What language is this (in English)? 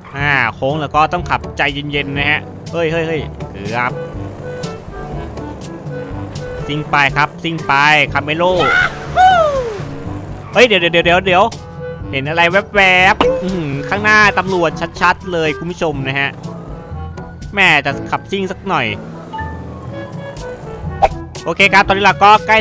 Thai